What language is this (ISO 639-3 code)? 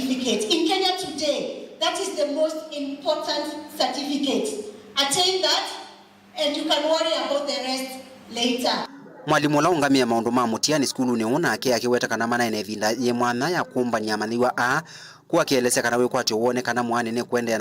kam